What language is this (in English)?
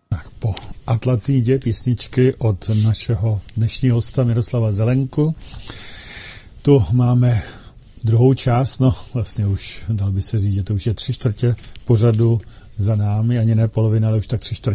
Czech